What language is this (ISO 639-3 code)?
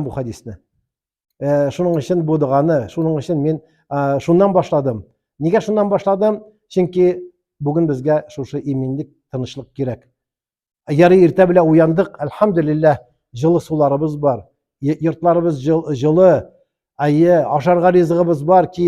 tat